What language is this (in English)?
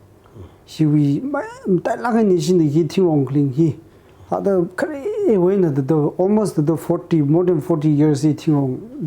Tangkhul Naga (India)